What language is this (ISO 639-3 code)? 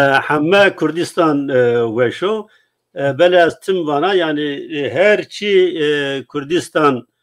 zza